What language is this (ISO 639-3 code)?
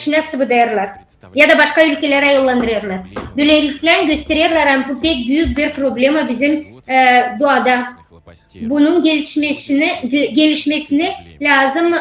gag